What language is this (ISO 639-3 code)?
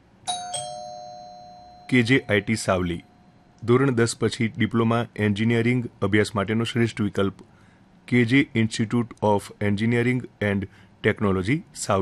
guj